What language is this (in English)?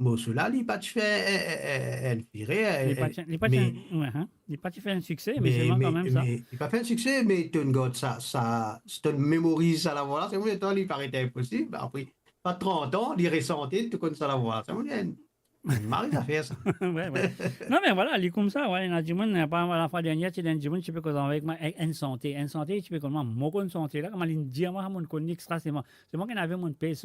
Morisyen